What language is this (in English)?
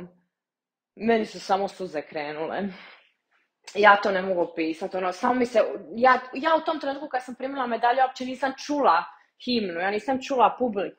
Croatian